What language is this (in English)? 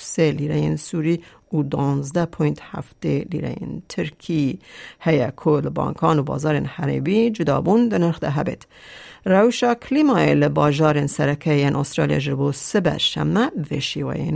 Kurdish